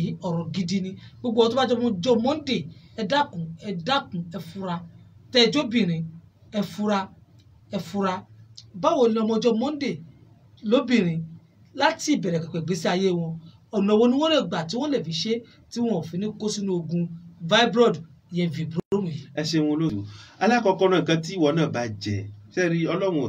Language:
Yoruba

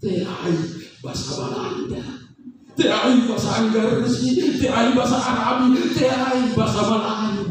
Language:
Makasar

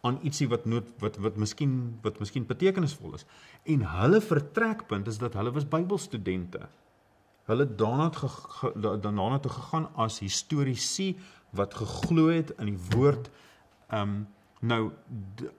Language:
Afrikaans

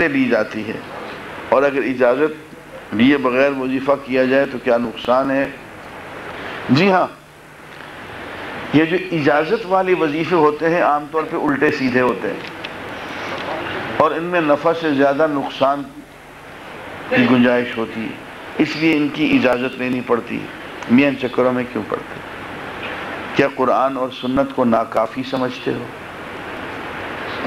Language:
Urdu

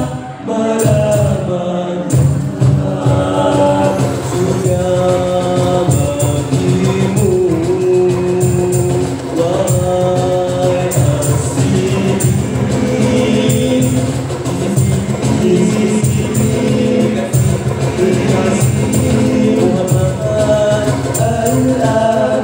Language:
Malay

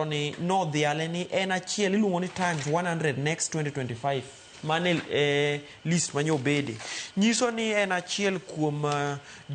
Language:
Luo (Kenya and Tanzania)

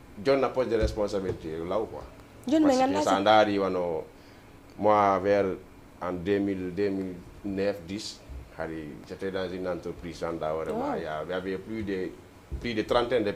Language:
Fula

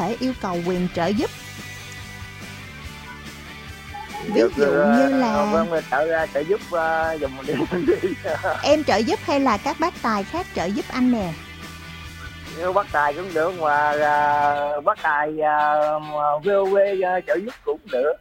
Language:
Vietnamese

